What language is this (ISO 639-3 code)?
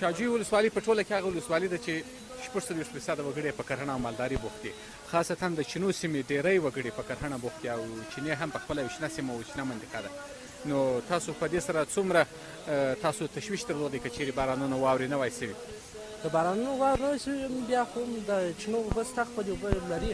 pus